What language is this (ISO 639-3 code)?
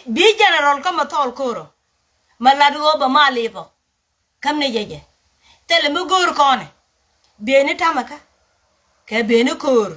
nus